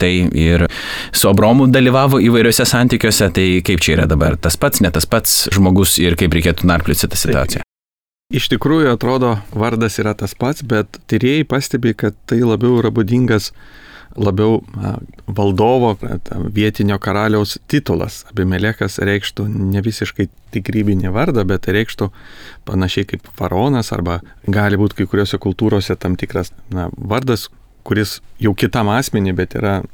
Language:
Lithuanian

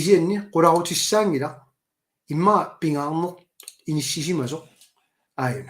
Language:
Kalaallisut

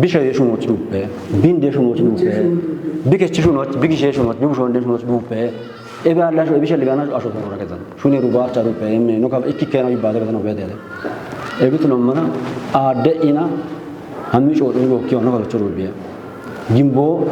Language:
Kafa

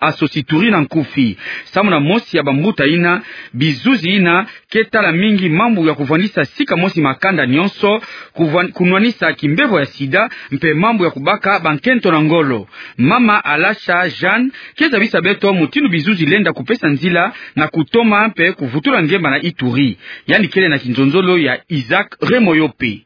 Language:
Kituba (Democratic Republic of Congo)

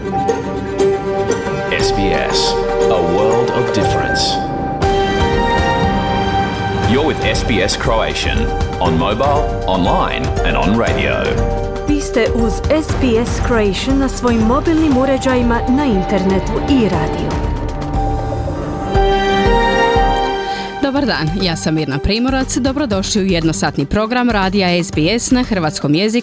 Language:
Croatian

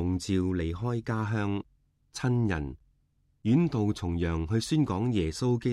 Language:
Cantonese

